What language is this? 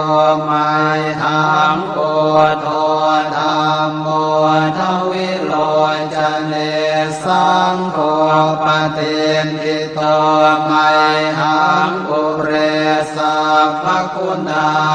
Pali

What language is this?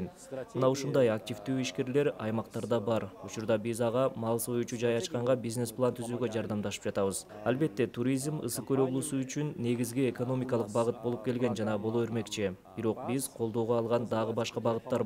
Kyrgyz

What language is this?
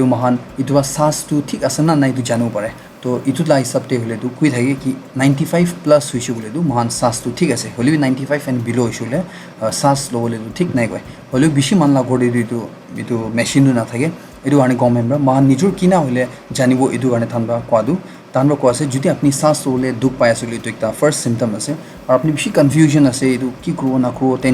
Naga Pidgin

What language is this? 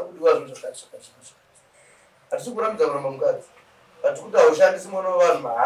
Shona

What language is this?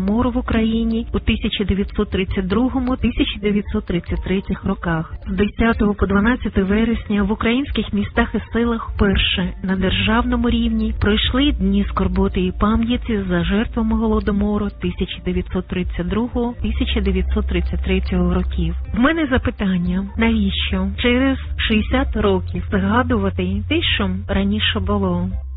Ukrainian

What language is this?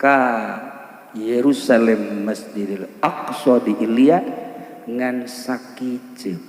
Sundanese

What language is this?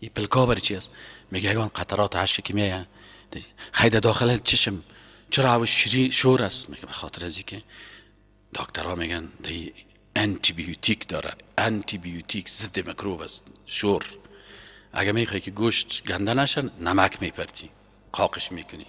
Persian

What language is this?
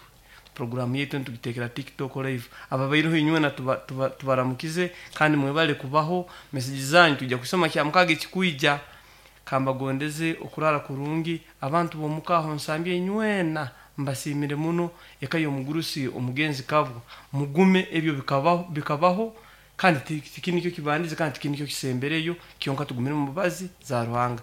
Nyoro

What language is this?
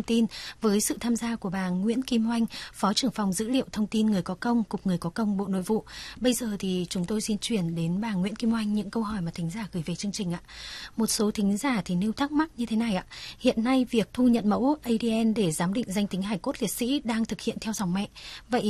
Vietnamese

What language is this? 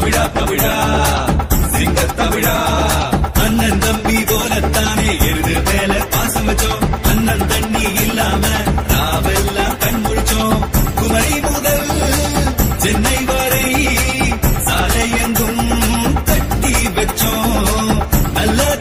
Tamil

